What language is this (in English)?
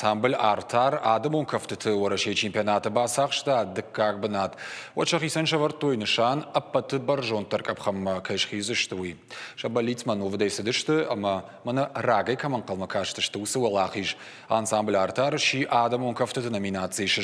Ossetic